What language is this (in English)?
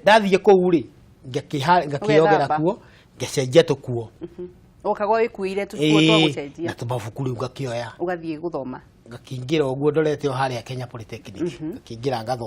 Kikuyu